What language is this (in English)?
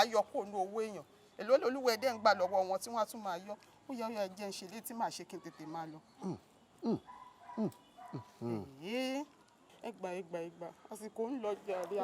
Yoruba